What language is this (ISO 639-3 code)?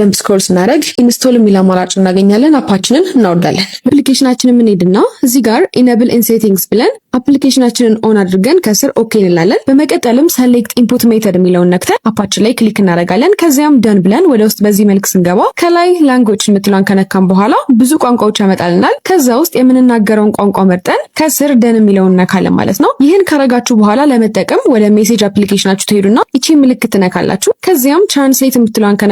amh